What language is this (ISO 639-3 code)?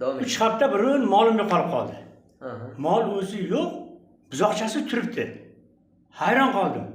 uzb